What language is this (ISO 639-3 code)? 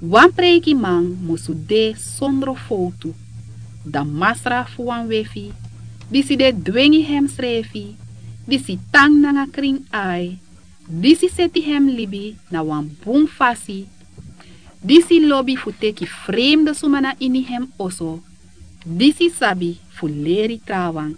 srn